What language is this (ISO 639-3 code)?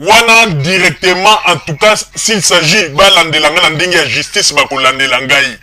lin